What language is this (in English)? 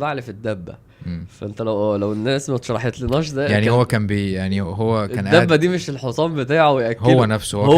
Egyptian Arabic